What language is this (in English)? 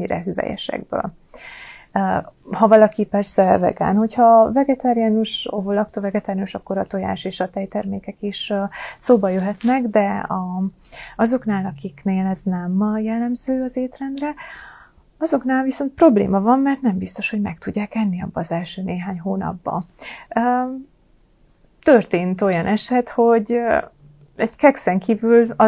Hungarian